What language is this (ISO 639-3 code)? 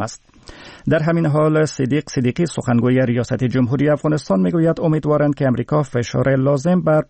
fas